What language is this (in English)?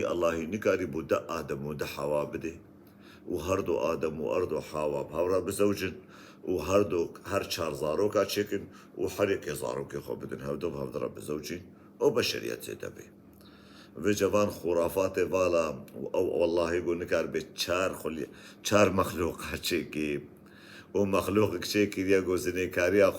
Kurdish